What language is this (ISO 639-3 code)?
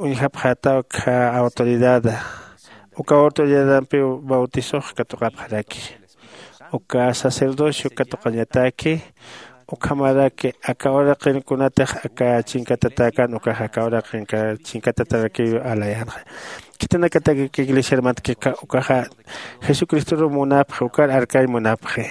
aym